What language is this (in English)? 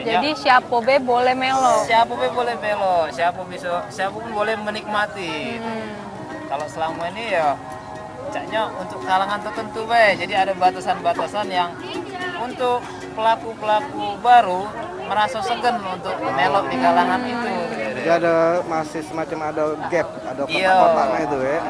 Musi